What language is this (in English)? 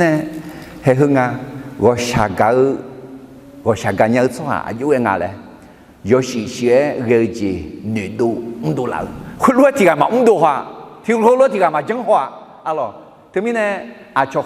Akha